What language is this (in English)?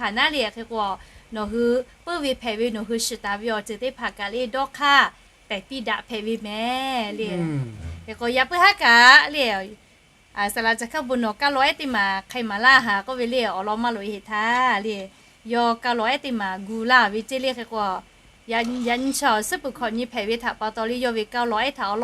Lahu